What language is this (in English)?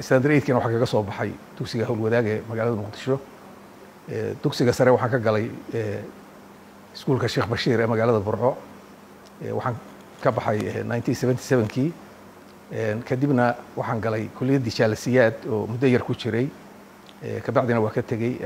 Somali